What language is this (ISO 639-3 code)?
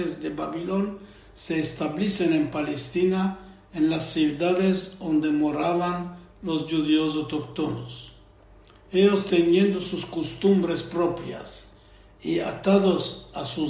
lad